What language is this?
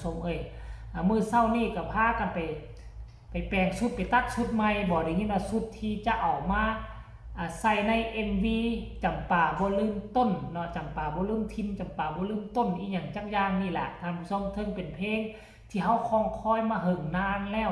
Lao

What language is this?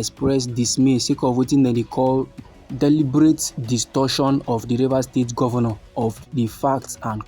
Nigerian Pidgin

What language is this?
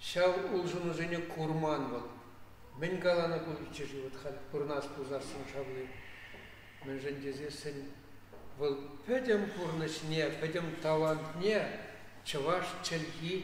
Chuvash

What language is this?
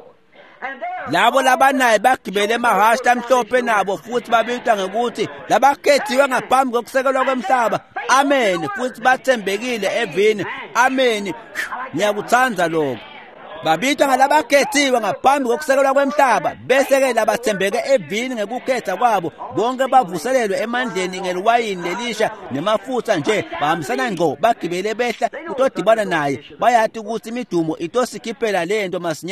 Swati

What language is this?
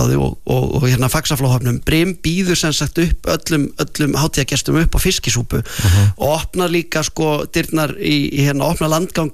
Icelandic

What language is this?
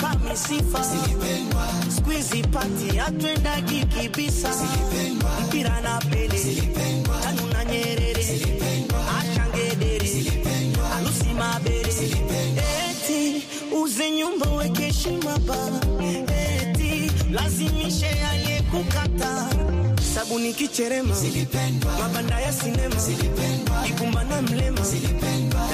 Swahili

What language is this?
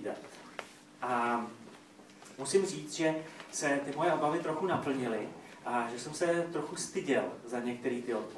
Czech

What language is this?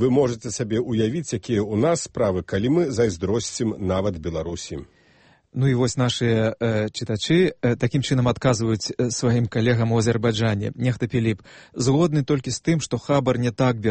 Belarusian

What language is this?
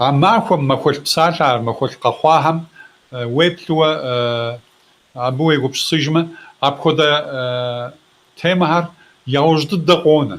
Kabardian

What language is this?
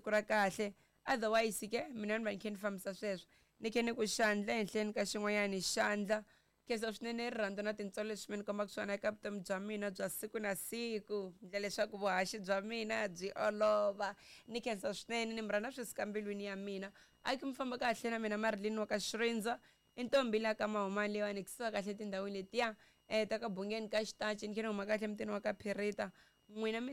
Tsonga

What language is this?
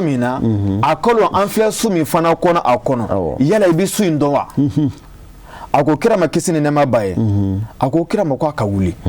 Bambara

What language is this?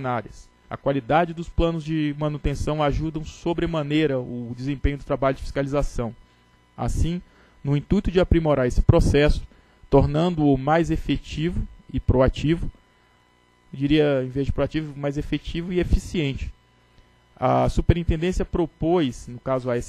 Portuguese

